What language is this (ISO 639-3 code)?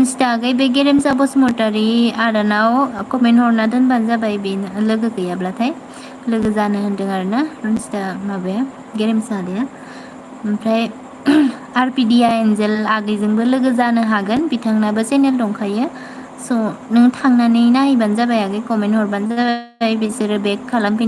brx